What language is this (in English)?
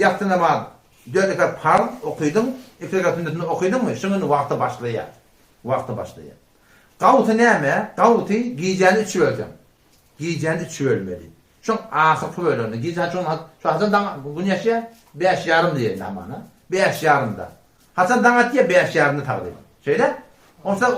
Turkmen